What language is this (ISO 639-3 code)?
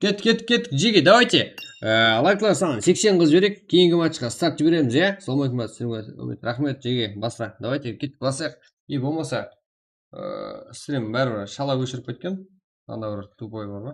kaa